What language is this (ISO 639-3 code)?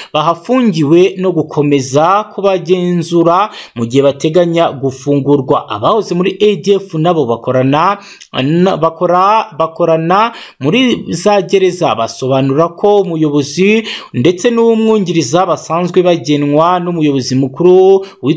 kin